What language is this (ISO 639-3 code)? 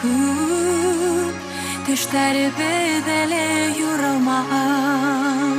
bak